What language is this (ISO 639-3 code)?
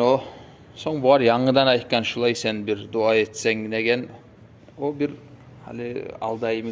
kum